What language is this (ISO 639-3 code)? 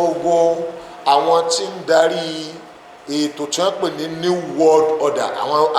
yor